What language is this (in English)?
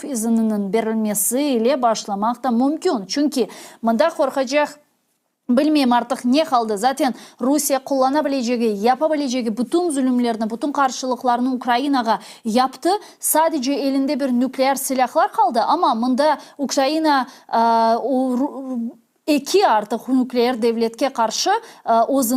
Crimean Tatar